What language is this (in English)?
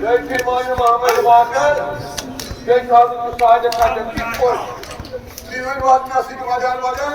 Kashmiri